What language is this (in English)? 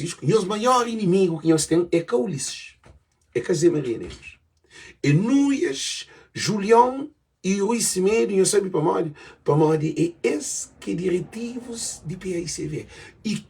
Kabuverdianu